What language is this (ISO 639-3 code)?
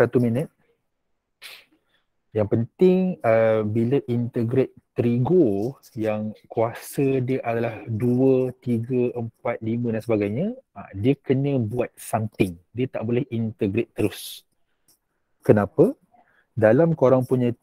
msa